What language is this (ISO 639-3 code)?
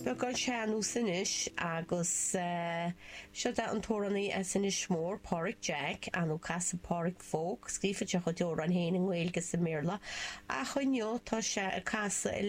gle